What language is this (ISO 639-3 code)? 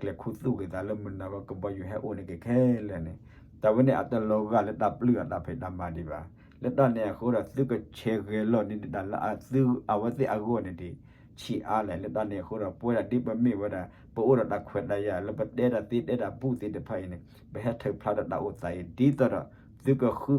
ksw